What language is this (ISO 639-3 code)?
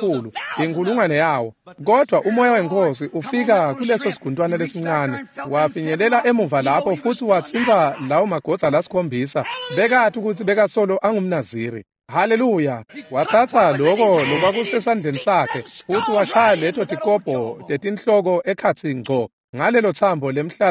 ssw